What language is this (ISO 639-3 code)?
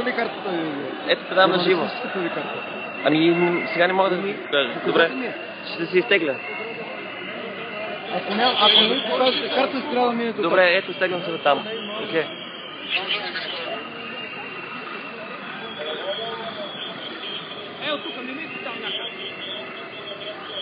bul